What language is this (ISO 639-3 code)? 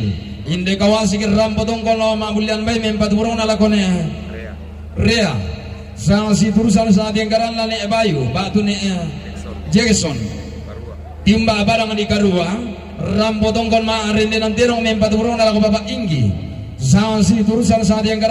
sda